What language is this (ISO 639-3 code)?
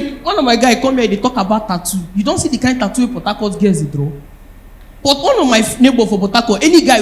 pcm